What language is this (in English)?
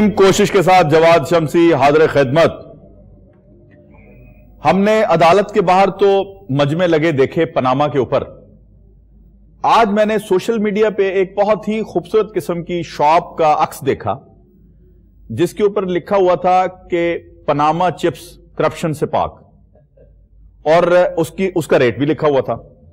Urdu